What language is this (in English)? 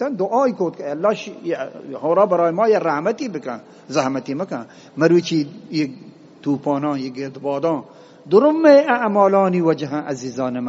Eastern Balochi